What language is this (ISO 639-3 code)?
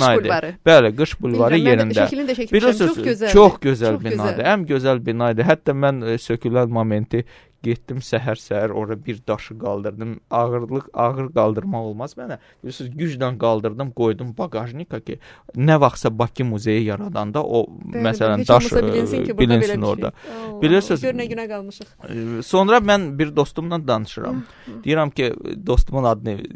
aze